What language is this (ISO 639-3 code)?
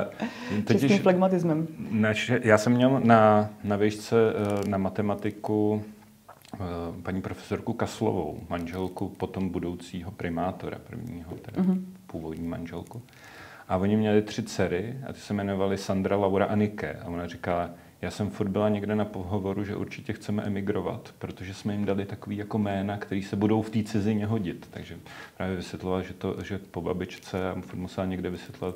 ces